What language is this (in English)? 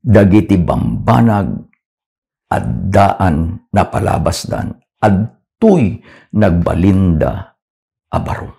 Iloko